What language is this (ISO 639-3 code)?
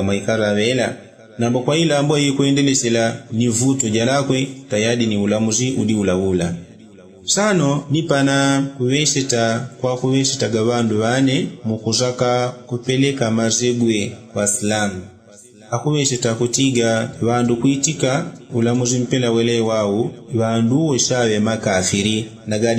yao